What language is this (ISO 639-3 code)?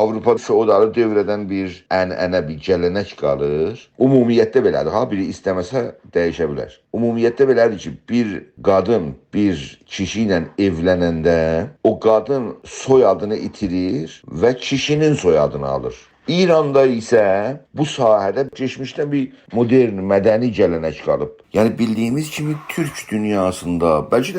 azb